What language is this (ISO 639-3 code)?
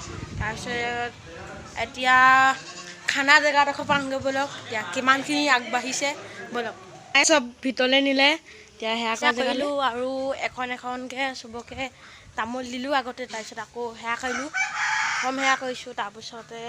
asm